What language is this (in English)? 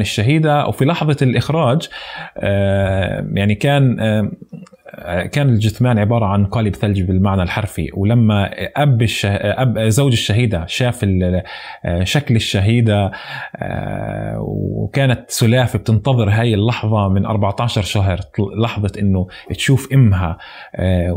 North Levantine Arabic